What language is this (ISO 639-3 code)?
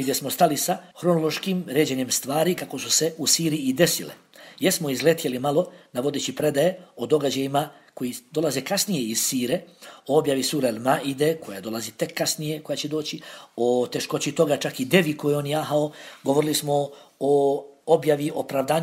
bos